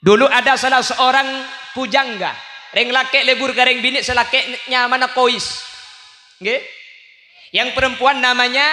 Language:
Madurese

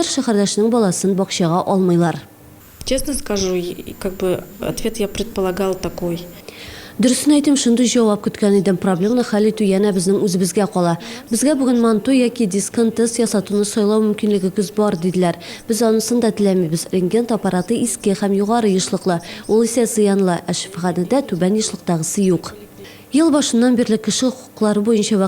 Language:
Tatar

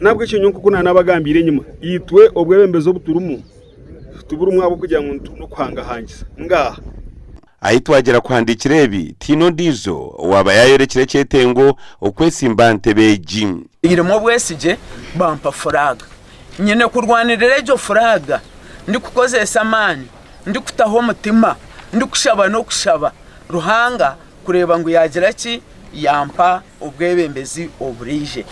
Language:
Nyankole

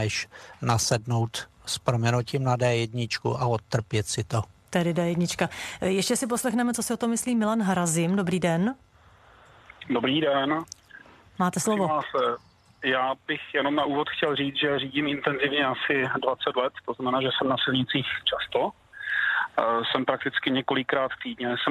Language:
Czech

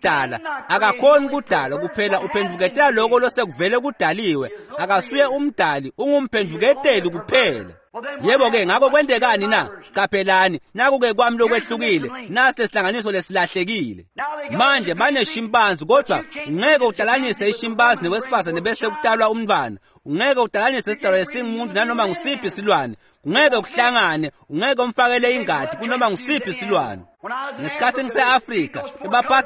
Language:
Swati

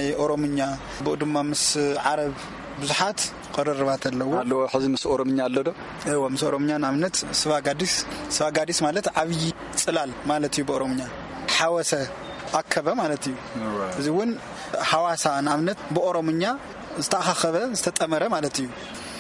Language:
Tigrinya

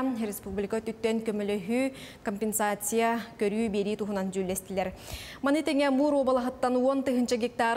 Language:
Yakut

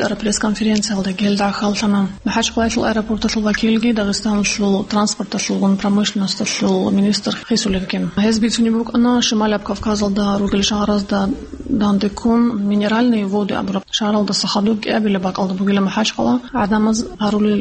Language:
Avaric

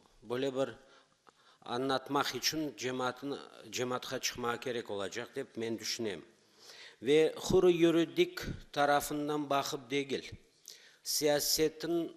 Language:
Crimean Tatar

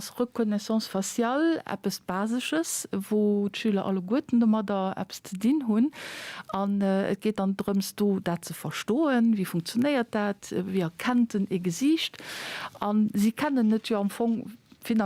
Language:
Luxembourgish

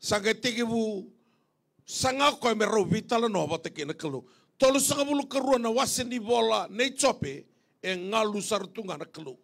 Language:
Fijian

